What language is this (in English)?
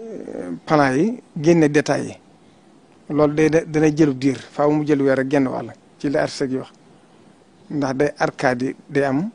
Wolof